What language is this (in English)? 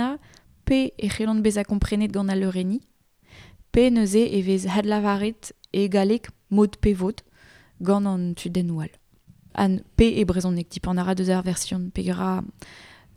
Breton